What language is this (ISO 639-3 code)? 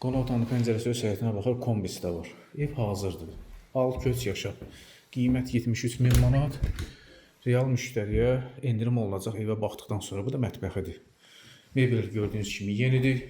aze